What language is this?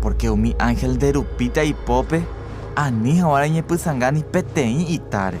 Guarani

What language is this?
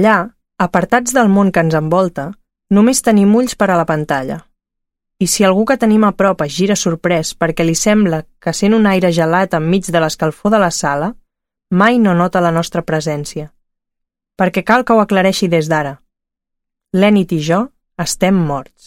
Catalan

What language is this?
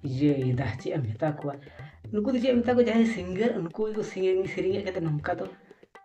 Santali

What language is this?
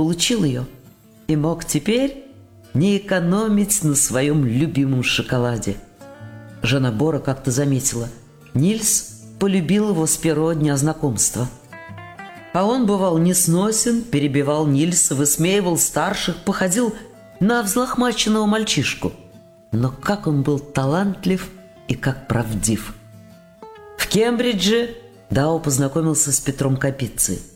Russian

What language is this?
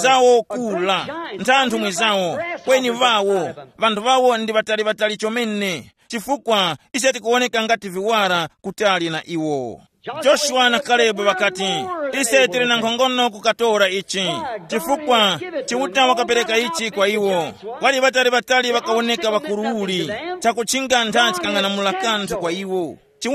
Tumbuka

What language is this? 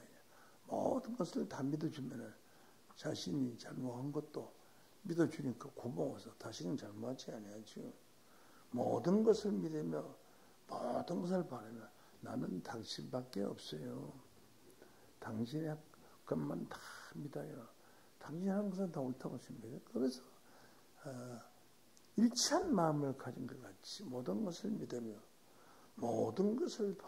Korean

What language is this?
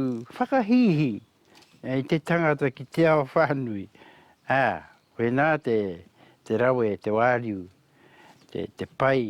Māori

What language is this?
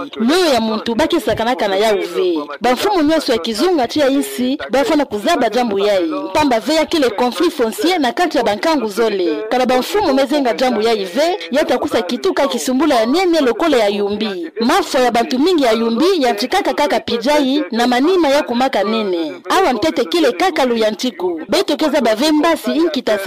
Kituba (Democratic Republic of Congo)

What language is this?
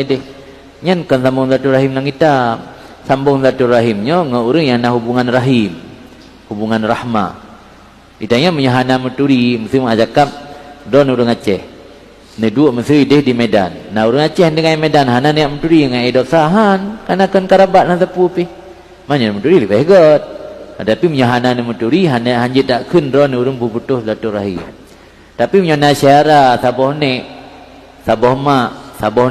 Achinese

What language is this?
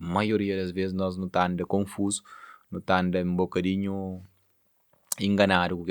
Kabuverdianu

